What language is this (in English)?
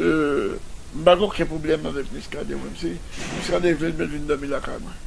Haitian Creole